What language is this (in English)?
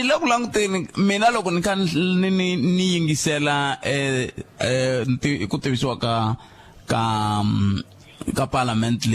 Tsonga